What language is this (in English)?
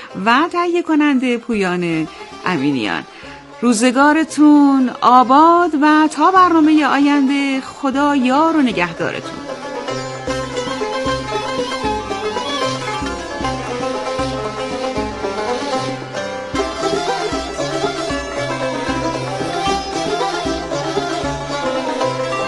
Persian